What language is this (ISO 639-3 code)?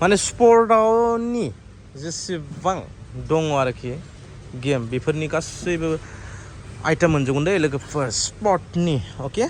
brx